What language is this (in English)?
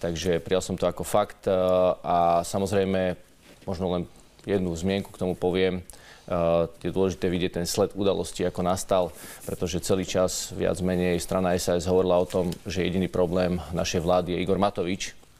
Slovak